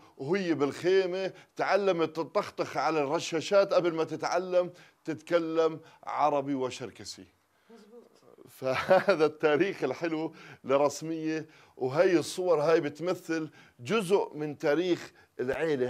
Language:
North Levantine Arabic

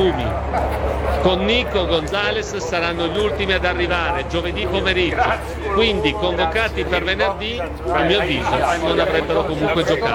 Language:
Italian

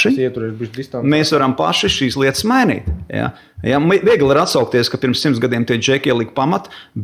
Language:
Latvian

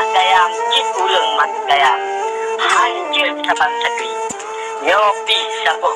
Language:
Achinese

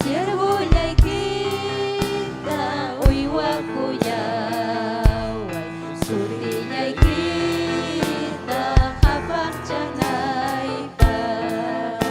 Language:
Ayacucho Quechua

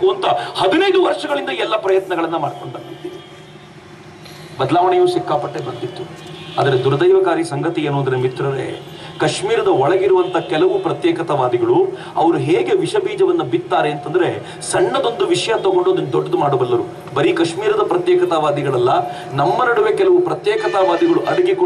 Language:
Kannada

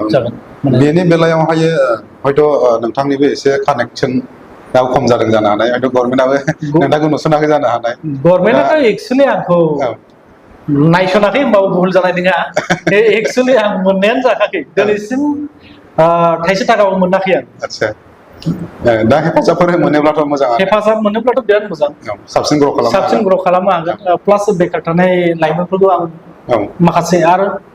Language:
Bodo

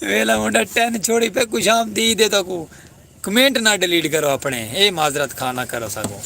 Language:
Saraiki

